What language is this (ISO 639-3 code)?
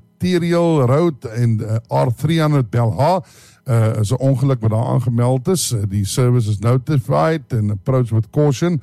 afr